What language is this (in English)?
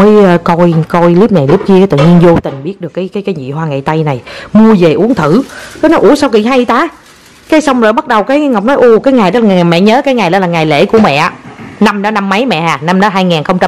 Vietnamese